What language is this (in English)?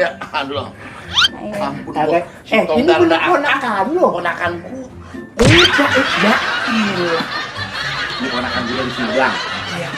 Betawi